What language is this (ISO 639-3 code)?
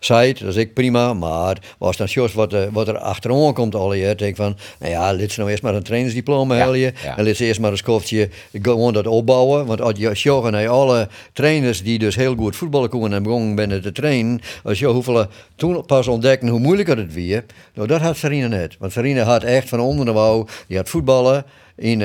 fry